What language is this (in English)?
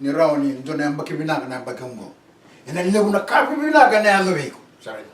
Fijian